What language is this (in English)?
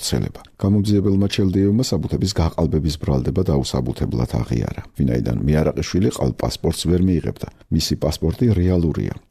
Georgian